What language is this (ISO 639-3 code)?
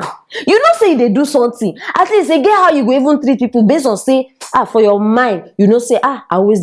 pcm